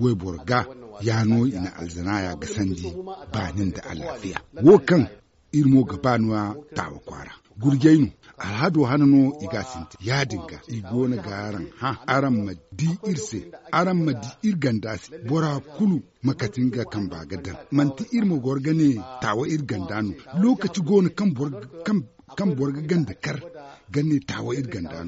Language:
Zarma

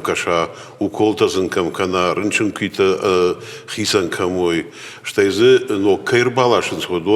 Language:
Ossetic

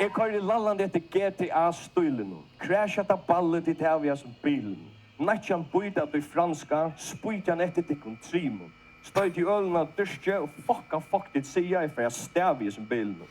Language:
Faroese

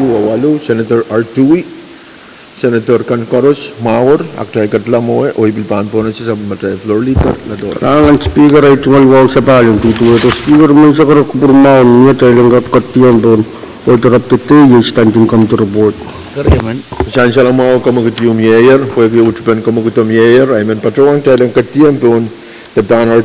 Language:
Pohnpeian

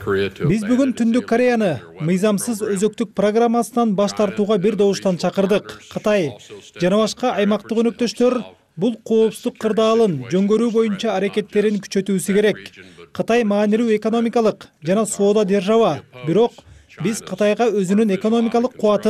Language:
Kyrgyz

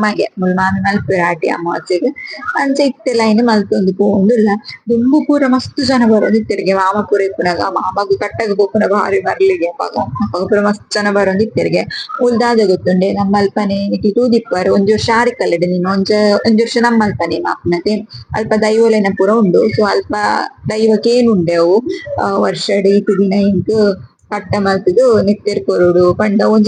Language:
Tulu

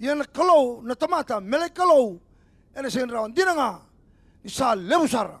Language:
Fijian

